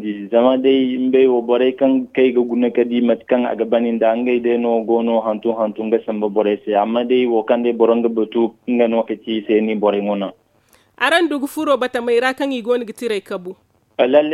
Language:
Zarma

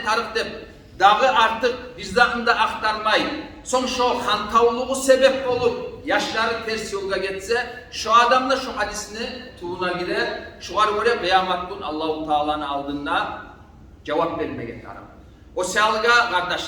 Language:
Kumyk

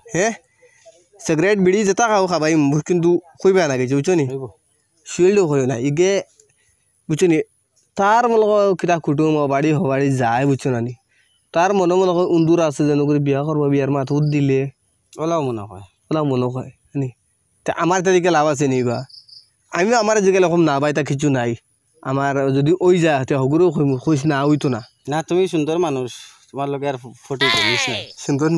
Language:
Sylheti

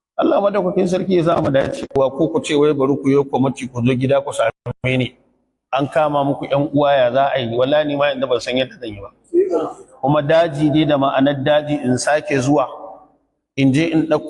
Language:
Hausa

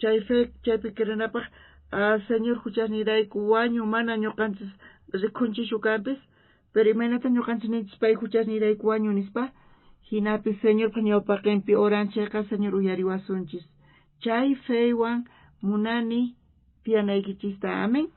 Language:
South Bolivian Quechua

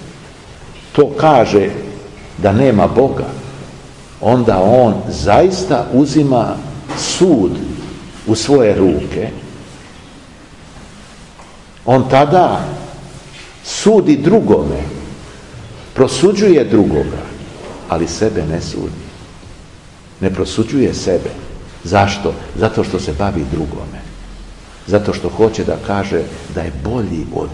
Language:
Serbian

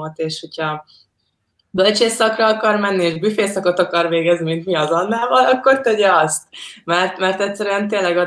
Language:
Hungarian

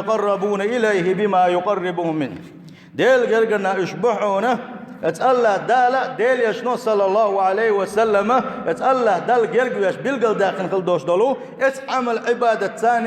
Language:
Chechen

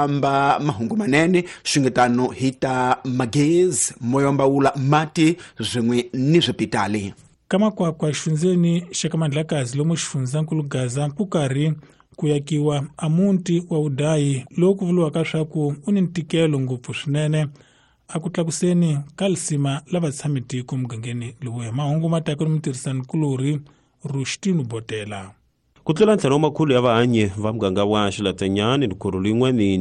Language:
Tsonga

